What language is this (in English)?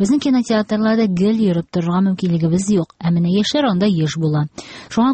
Tatar